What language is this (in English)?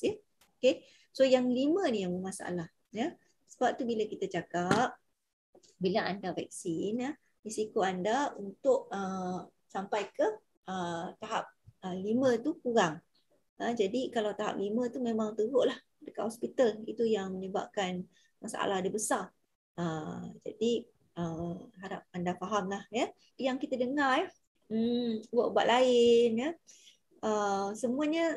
Malay